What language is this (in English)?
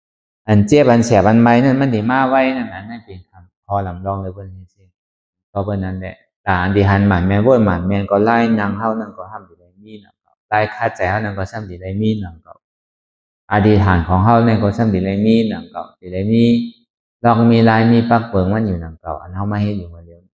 Shan